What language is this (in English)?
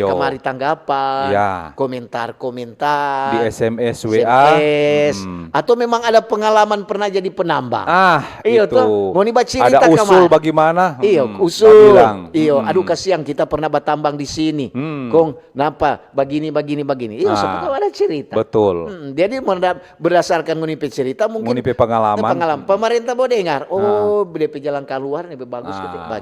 Manado Malay